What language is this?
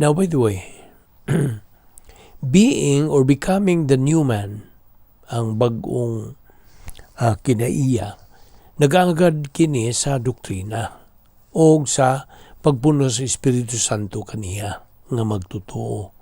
Cebuano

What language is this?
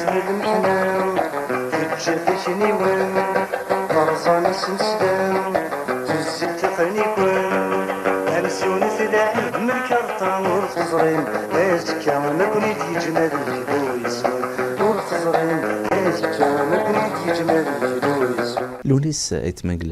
Kabyle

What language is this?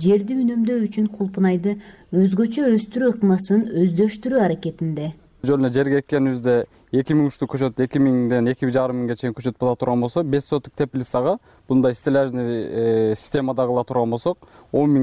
Kyrgyz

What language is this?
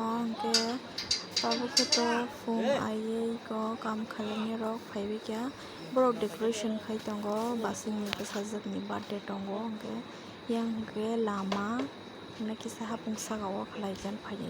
Kok Borok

